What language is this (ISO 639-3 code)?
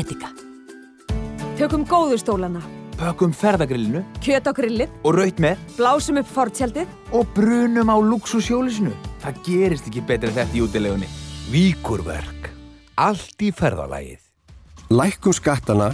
isl